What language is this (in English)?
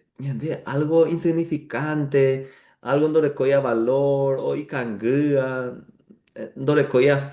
Guarani